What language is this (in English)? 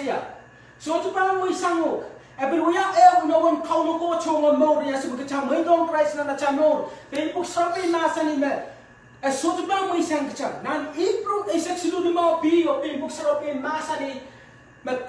Pohnpeian